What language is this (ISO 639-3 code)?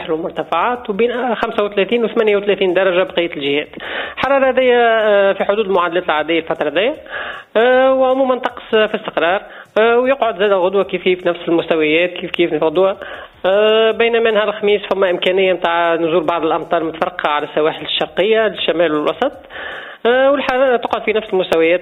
aeb